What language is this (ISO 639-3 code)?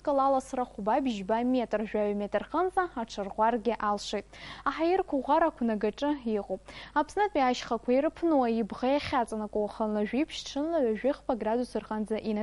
abk